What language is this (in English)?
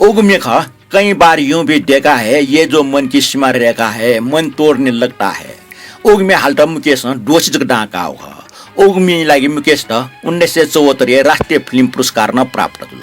Newari